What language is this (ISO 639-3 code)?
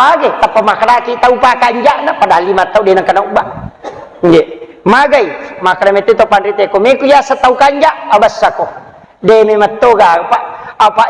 bug